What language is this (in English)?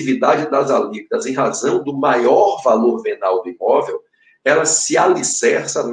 Portuguese